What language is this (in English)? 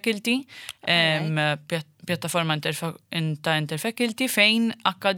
Maltese